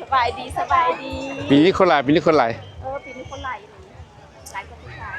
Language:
Lao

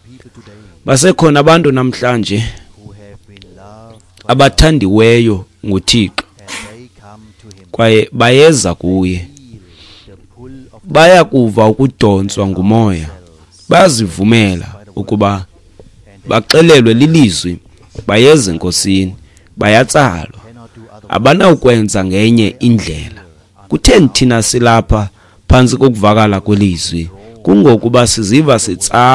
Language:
Xhosa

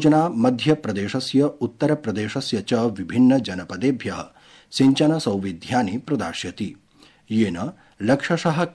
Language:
Sanskrit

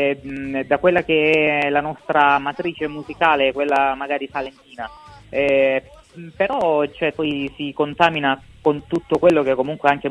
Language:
Italian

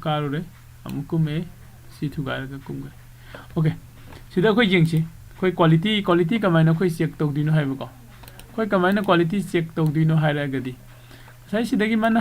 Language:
Manipuri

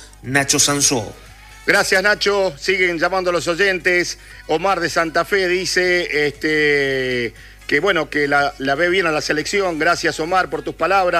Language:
Spanish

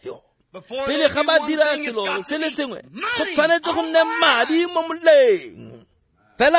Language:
Tswana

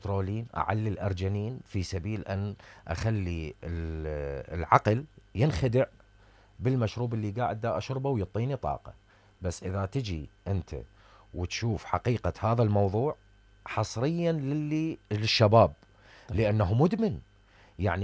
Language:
Mesopotamian Arabic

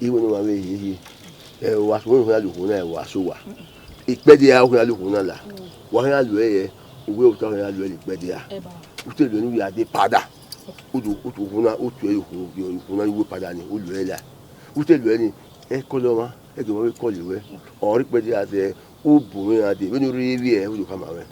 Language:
Bini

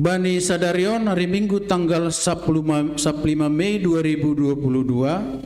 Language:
Batak Simalungun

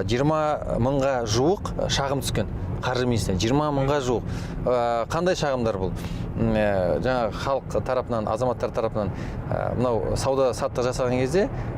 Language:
Kazakh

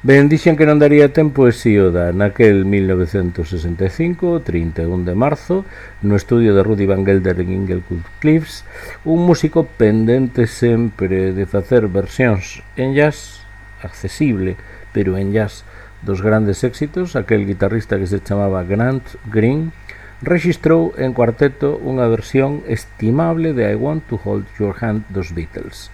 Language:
Galician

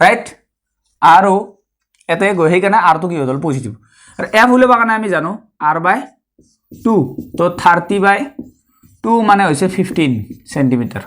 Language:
Assamese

